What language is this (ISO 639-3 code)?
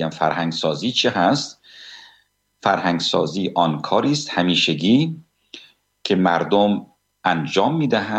fas